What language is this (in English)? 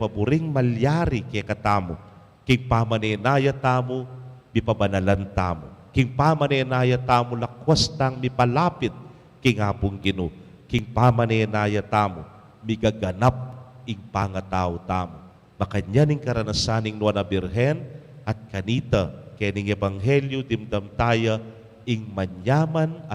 Pampanga